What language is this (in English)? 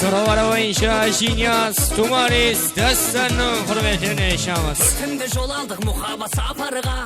Kara-Kalpak